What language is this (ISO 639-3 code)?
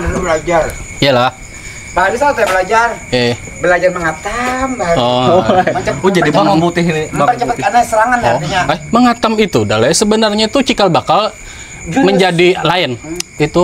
bjn